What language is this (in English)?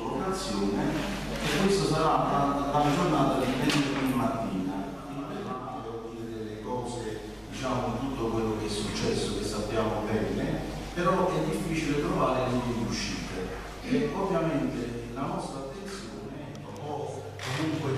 Italian